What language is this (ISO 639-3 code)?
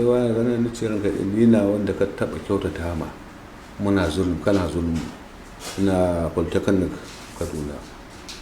hau